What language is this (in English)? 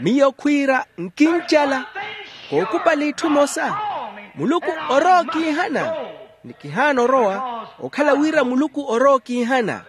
Makhuwa